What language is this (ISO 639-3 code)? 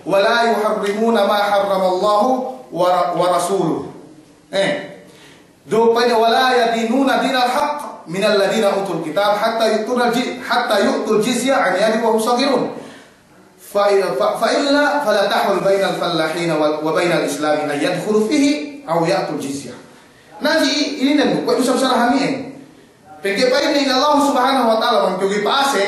yka